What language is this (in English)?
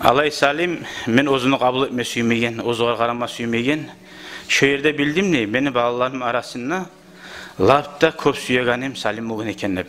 Kumyk